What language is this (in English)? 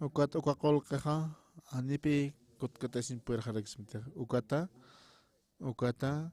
Aymara